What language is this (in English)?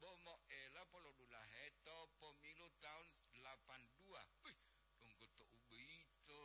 Gorontalo